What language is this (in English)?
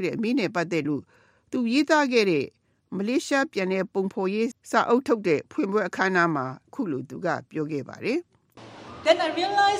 Burmese